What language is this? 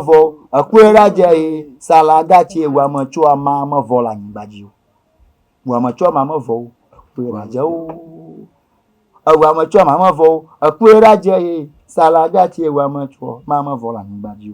Ewe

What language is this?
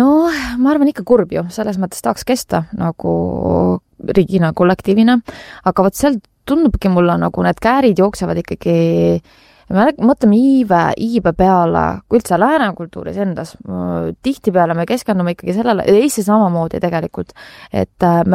Estonian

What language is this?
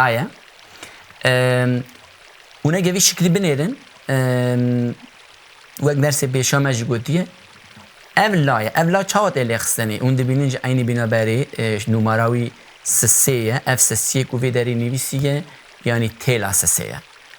Kurdish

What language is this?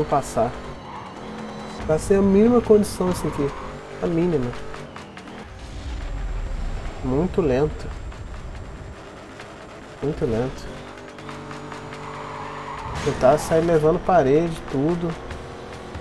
Portuguese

